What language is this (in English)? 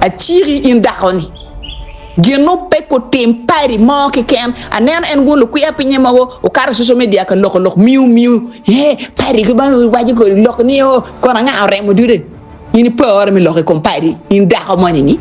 Acoli